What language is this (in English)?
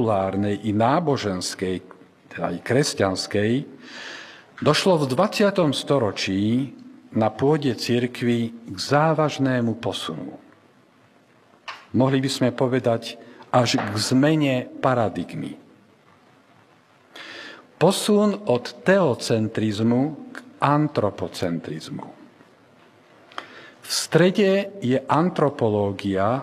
Slovak